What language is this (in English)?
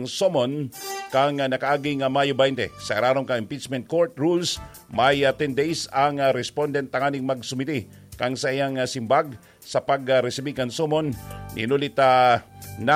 Bikol